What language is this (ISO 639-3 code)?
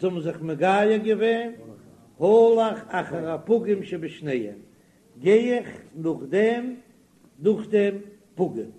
yid